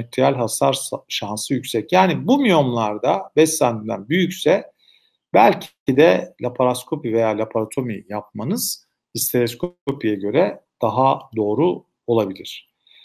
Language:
Turkish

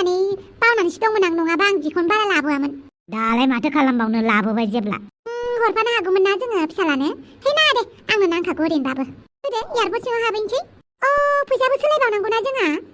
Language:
Bodo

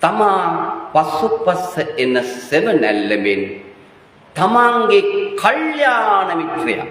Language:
Sinhala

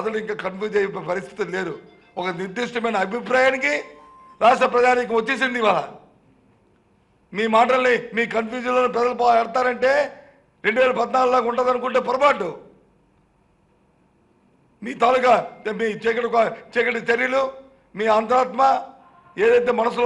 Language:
Telugu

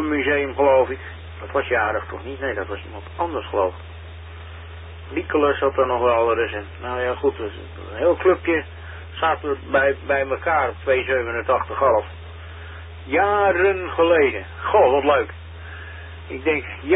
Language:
Dutch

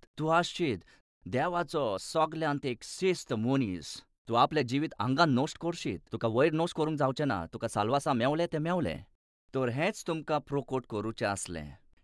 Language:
Konkani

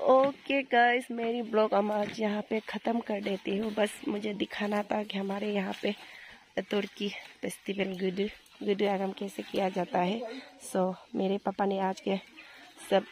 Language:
Adi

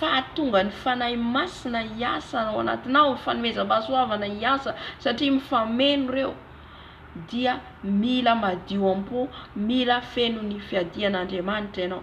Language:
Malagasy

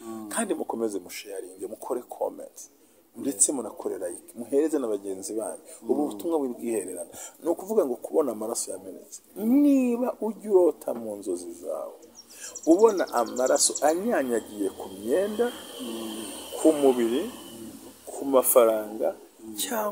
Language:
Kinyarwanda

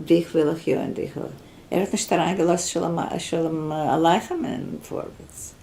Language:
Yiddish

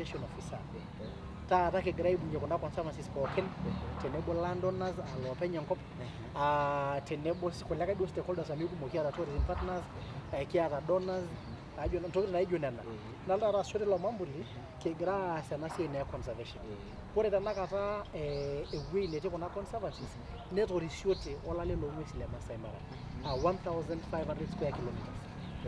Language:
Masai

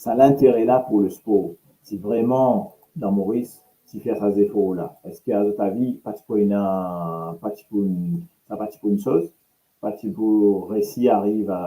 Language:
Morisyen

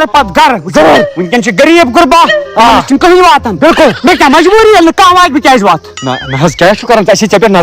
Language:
Kashmiri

